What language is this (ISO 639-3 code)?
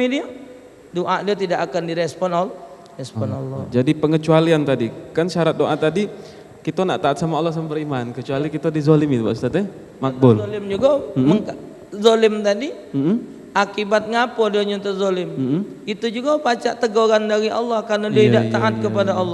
mui